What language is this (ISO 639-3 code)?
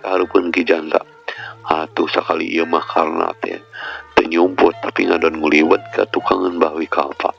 sun